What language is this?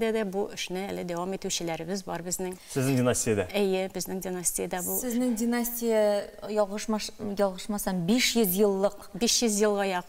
Tatar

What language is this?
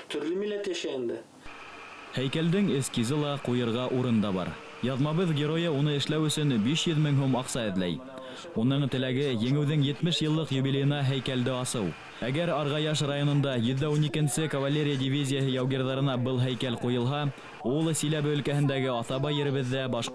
Bashkir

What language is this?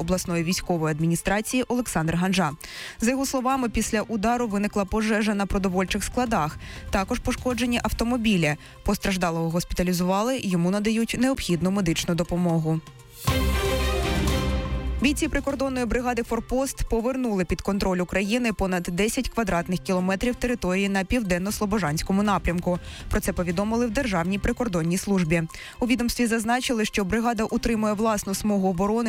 Ukrainian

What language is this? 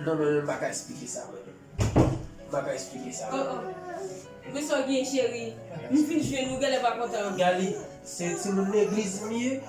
Haitian Creole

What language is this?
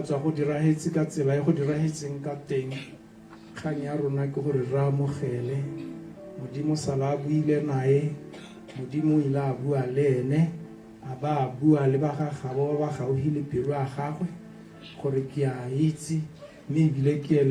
Tswana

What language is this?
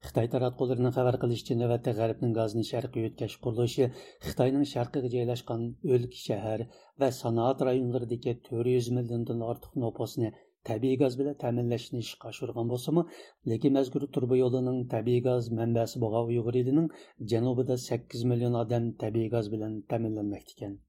Uyghur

